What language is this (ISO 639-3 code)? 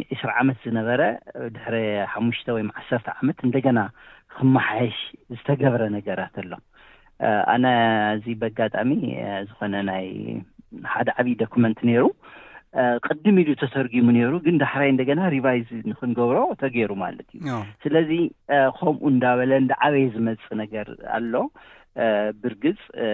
tir